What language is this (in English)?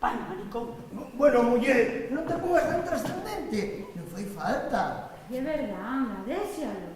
Asturian